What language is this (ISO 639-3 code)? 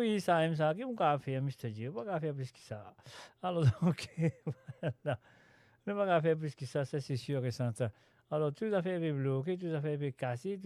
mfe